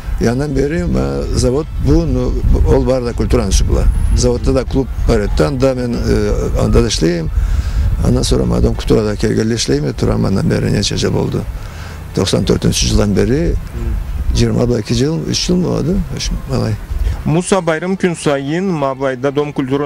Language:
Karachay-Balkar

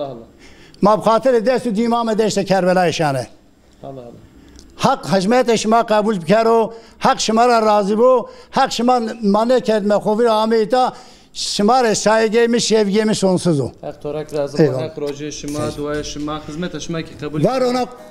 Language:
Zaza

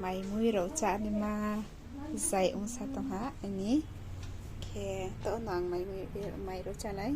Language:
Riang (India)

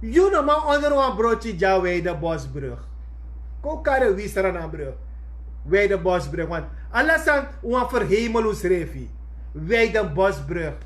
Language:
Sranan Tongo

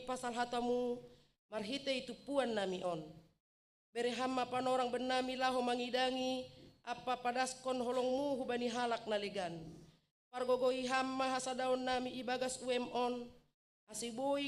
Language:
Batak Simalungun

